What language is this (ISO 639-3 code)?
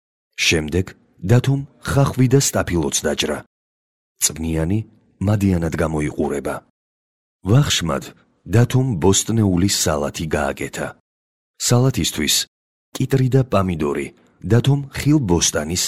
kat